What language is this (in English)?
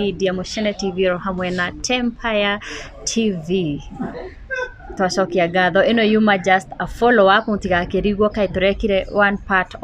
Kikuyu